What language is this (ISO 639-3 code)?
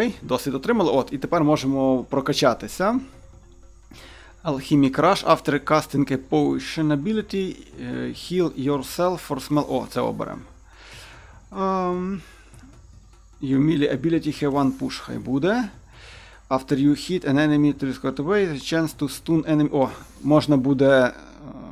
ukr